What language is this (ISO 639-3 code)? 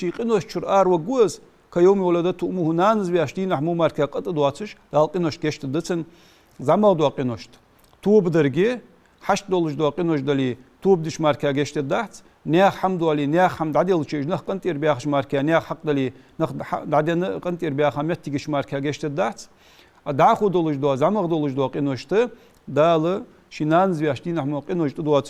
inh